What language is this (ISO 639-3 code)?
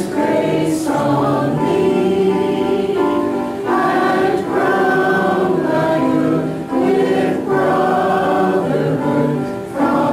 eng